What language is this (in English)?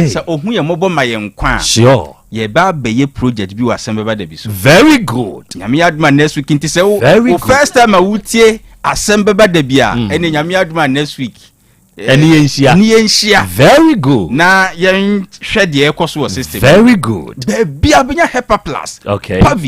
Akan